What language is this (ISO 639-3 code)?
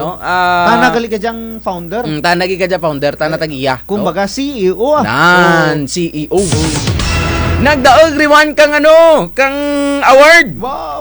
krj